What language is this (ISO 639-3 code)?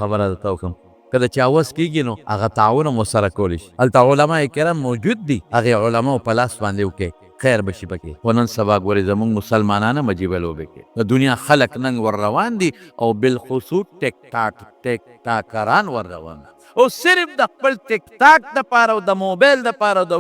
pus